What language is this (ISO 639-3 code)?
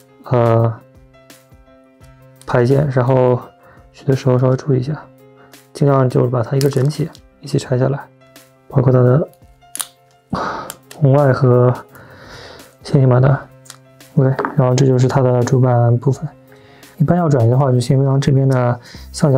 zho